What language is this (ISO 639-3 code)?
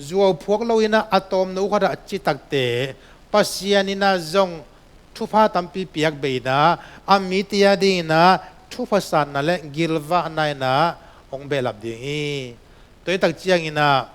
ctd